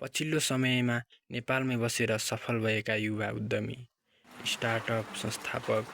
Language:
Nepali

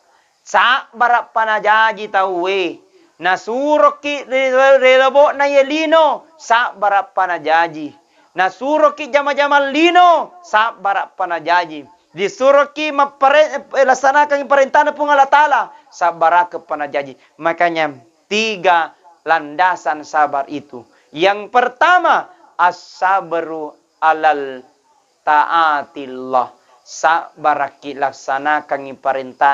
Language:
Buginese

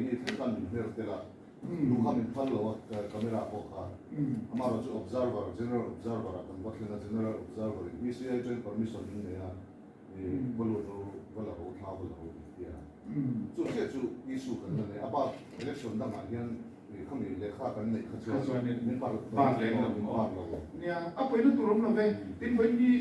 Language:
Mizo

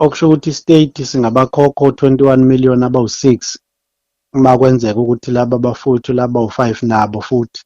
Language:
Zulu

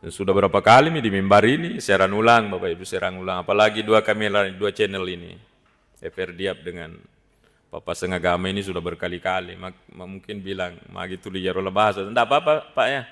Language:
Buginese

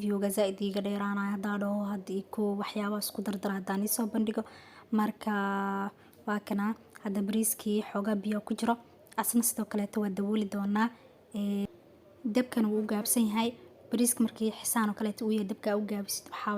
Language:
Somali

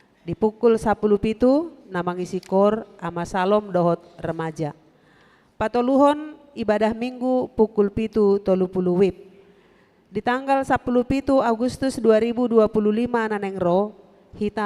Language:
Batak Toba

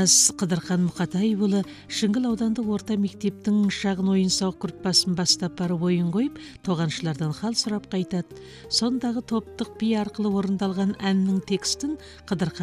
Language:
Kazakh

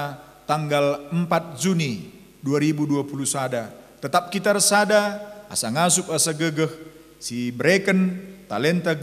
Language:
Batak Karo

